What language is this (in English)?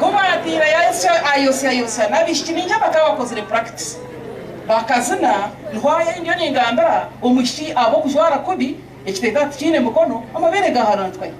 Nyankole